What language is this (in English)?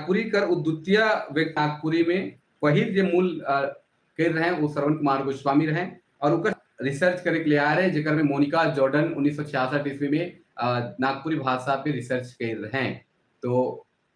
Sadri